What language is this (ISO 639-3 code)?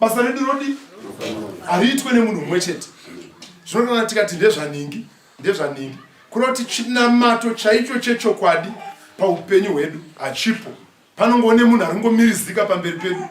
sna